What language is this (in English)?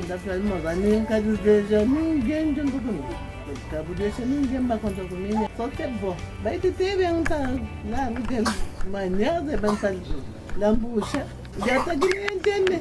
Kabuverdianu